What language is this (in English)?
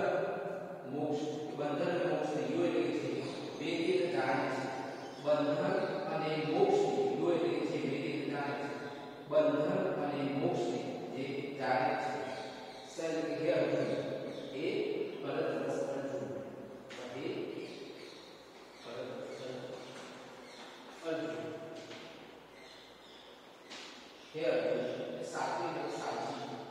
Gujarati